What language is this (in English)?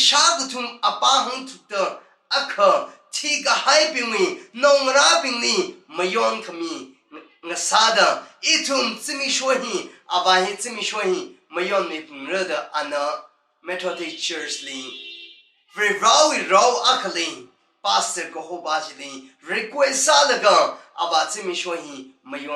Tangkhul Naga (India)